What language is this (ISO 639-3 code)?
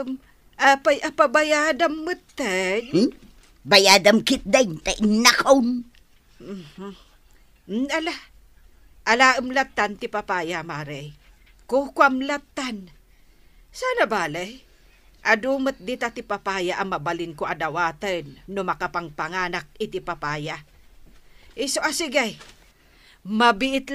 ilo